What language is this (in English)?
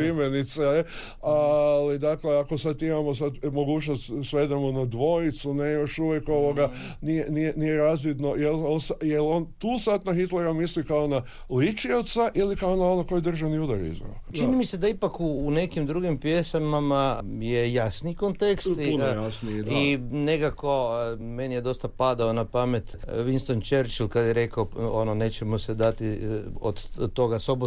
Croatian